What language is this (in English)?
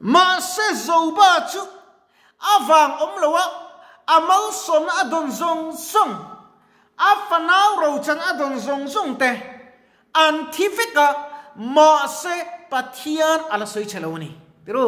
Mizo